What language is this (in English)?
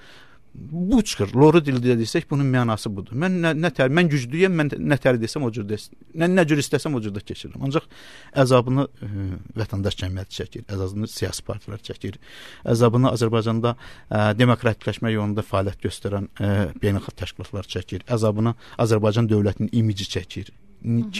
Azerbaijani